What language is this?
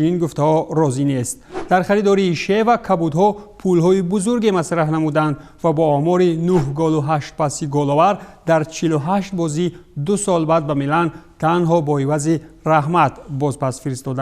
Tajik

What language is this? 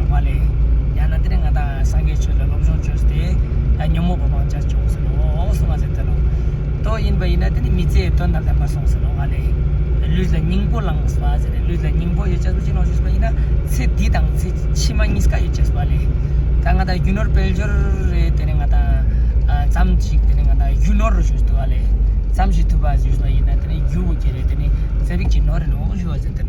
Ladakhi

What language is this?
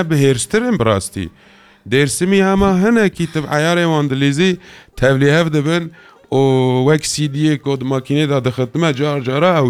Kurdish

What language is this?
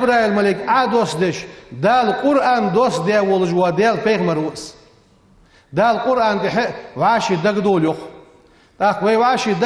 Ingush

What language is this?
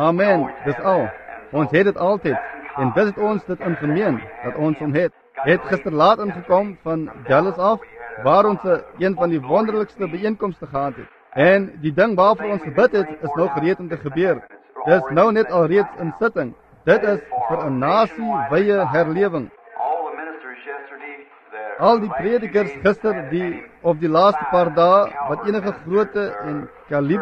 Afrikaans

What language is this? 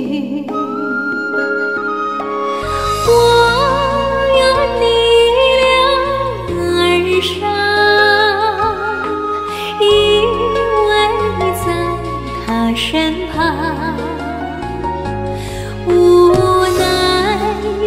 Chinese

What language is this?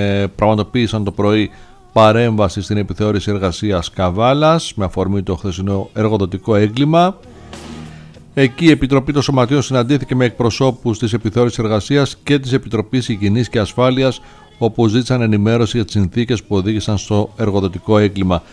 Greek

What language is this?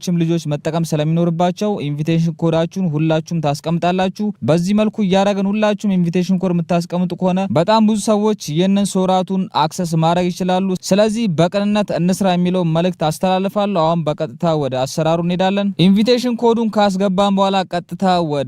Amharic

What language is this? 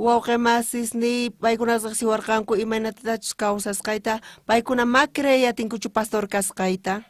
South Bolivian Quechua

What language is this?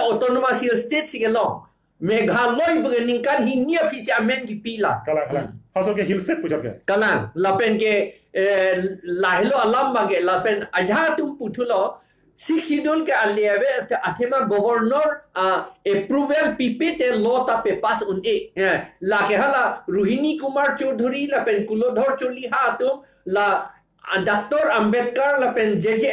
Karbi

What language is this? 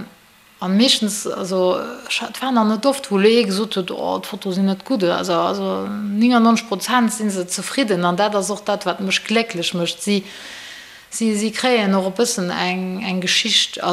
Luxembourgish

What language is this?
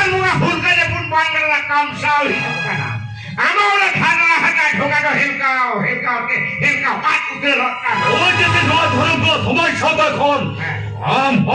Santali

